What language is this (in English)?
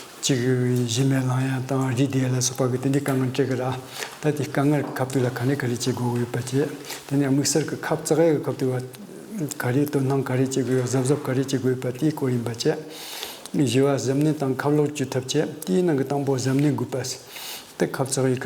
Tibetan